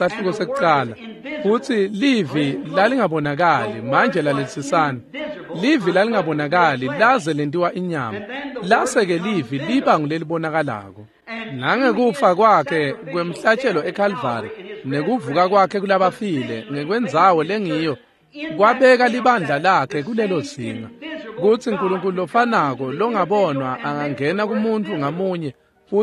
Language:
Swati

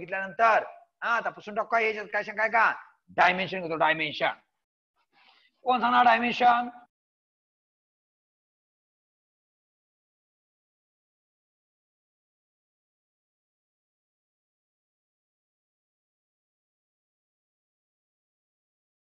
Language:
Marathi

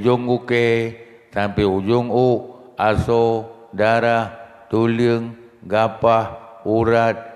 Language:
Achinese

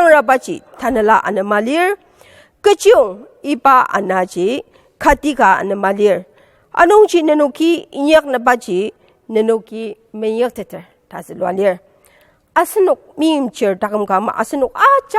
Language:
Ao Naga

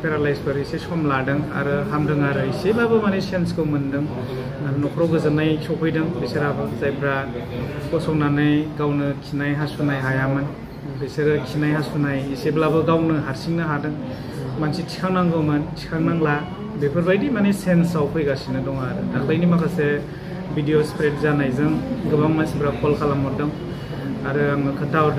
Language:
Bodo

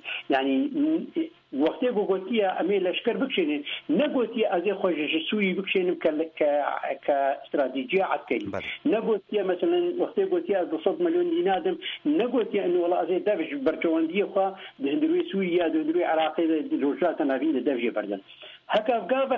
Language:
Kurdish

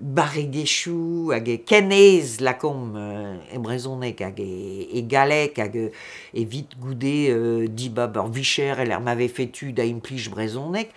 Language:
Breton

